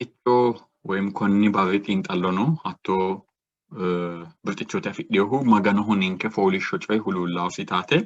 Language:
Sidamo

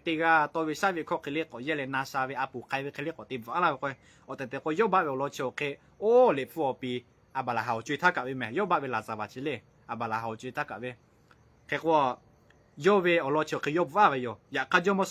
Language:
Lahu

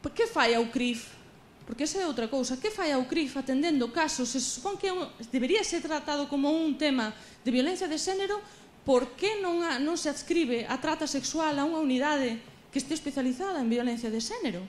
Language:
Galician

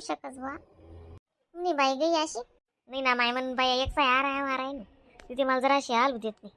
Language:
Khandesi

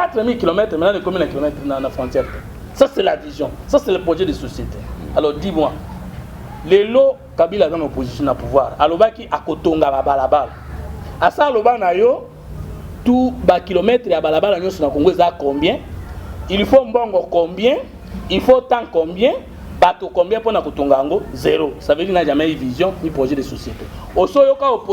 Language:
Lingala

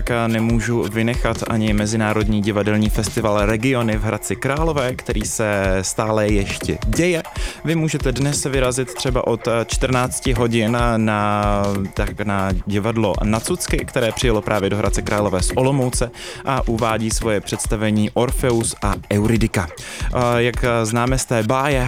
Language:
Czech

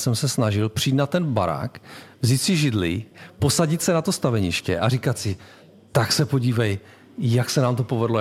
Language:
Czech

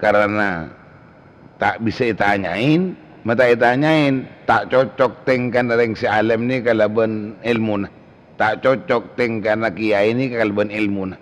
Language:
Madurese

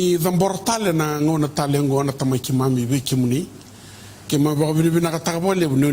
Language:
Fijian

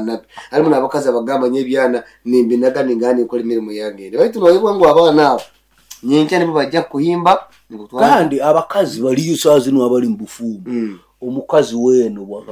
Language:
Nyoro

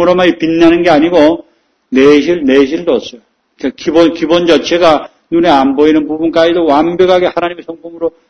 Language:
Korean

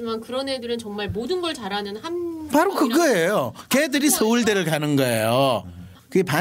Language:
Korean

